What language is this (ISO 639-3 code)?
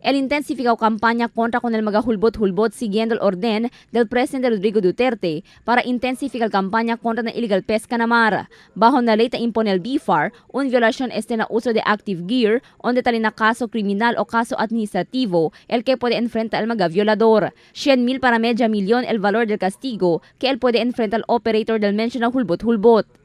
cbk